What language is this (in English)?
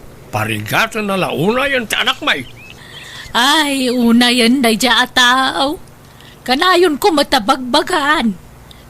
Iloko